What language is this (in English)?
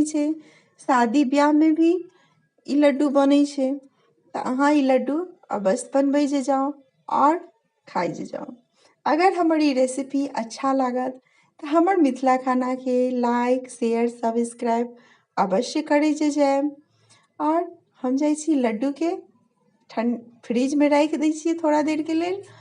Maithili